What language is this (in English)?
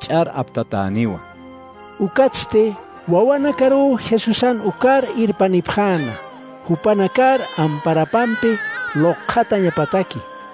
Aymara